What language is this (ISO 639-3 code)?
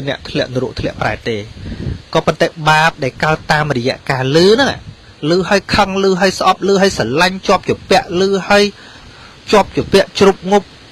khm